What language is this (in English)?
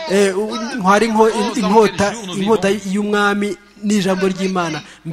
Kinyarwanda